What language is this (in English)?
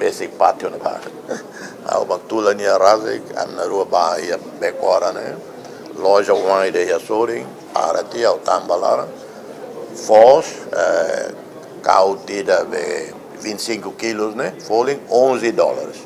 Tetum